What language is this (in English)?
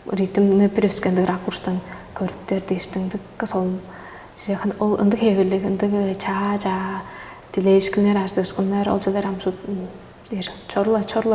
Tuvinian